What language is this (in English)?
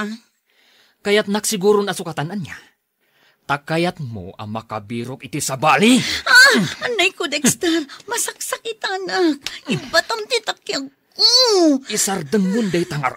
Iloko